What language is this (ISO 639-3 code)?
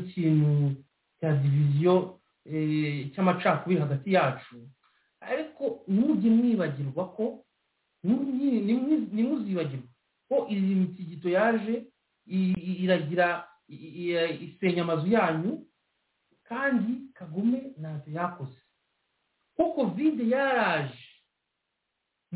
kin